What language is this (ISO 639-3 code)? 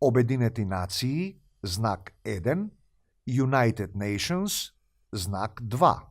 mkd